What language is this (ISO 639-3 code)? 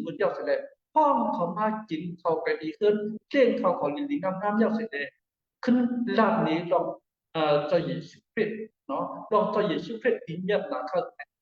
shn